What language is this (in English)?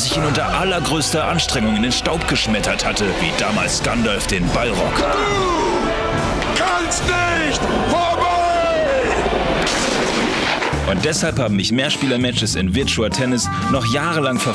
German